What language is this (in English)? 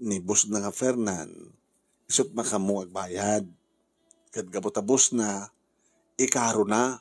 Iloko